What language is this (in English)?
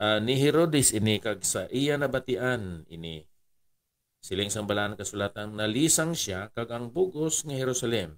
Hiligaynon